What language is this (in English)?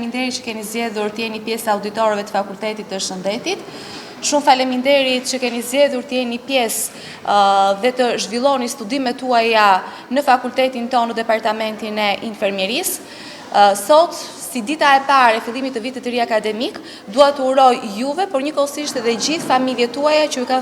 Albanian